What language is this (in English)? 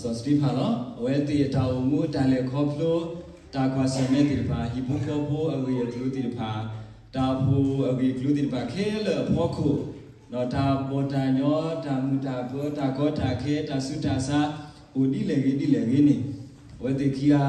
S'gaw Karen